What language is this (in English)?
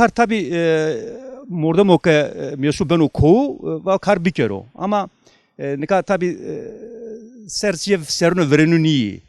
Zaza